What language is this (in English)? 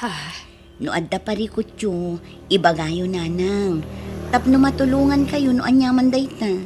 Iloko